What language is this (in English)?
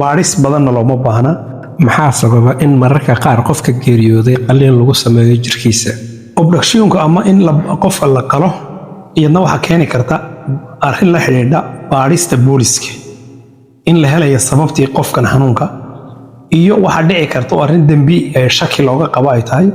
Somali